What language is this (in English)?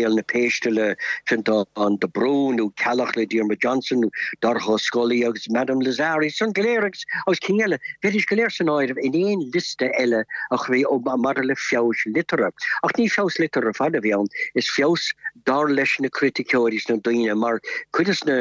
Irish